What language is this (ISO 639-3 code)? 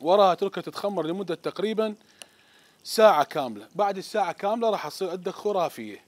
acm